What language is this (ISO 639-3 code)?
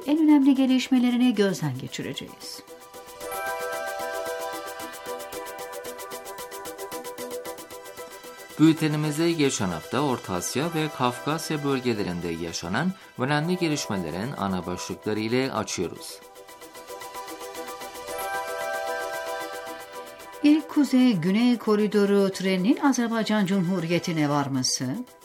tur